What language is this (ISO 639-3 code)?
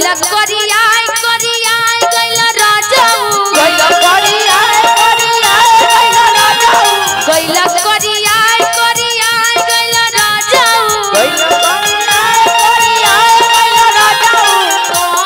bho